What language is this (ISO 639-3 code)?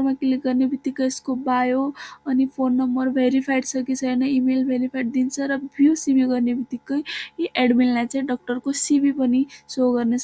nep